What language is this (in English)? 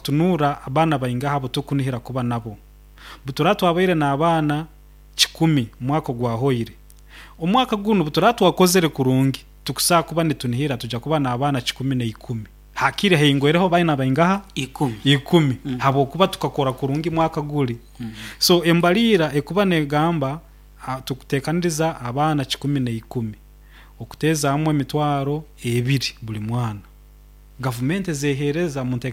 Nyoro